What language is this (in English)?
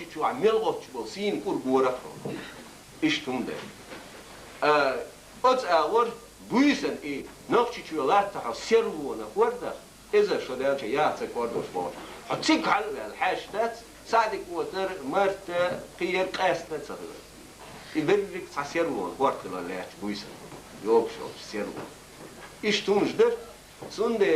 Chechen